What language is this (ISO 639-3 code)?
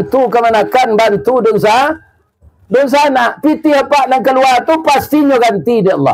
min